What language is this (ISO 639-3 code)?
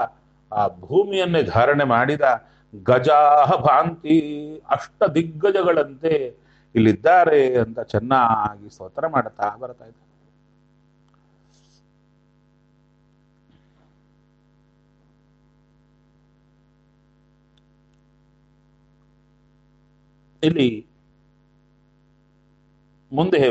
kan